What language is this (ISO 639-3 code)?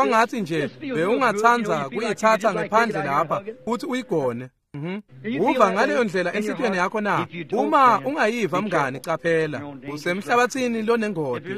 ssw